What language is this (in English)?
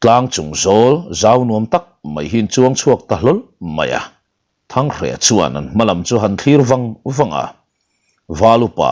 Mizo